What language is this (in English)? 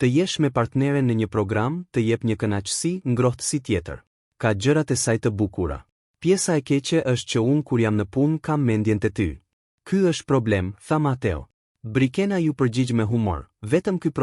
Albanian